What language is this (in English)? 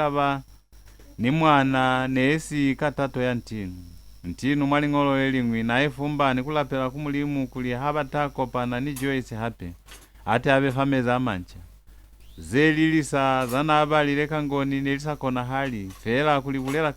Lozi